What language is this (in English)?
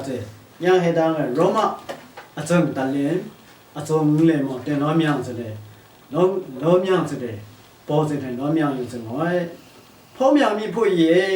Lashi